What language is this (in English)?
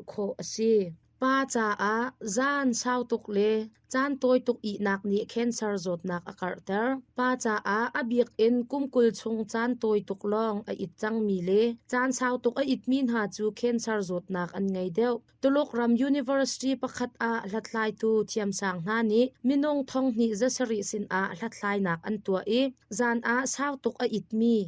Hakha Chin